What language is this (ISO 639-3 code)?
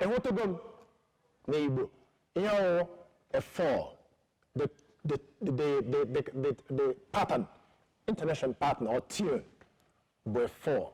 ibo